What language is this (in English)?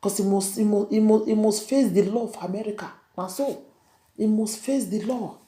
Nigerian Pidgin